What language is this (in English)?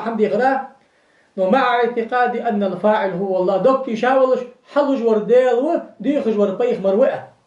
Ingush